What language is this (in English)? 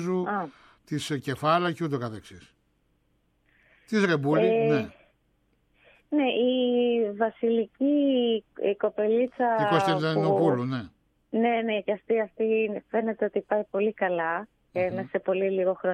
Greek